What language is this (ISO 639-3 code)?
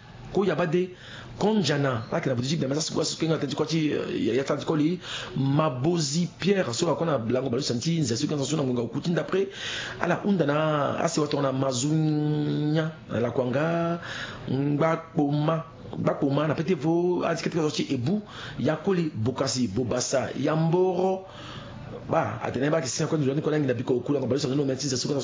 sag